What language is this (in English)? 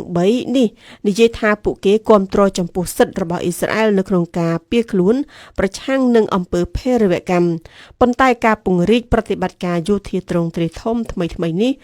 Khmer